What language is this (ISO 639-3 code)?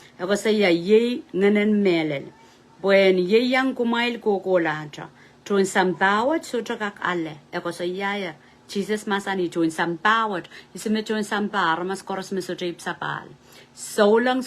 pon